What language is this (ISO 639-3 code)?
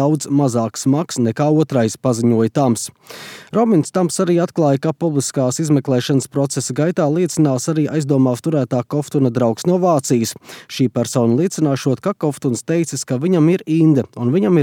lav